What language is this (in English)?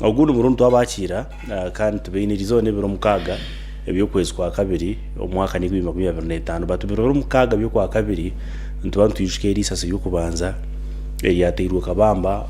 Nyankole